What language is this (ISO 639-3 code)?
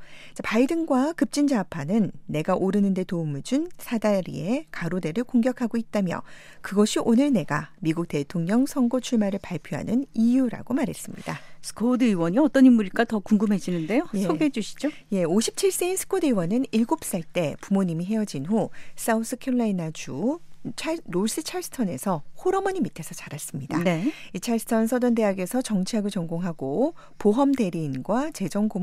kor